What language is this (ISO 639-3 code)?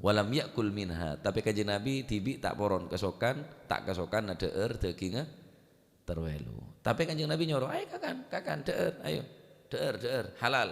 mad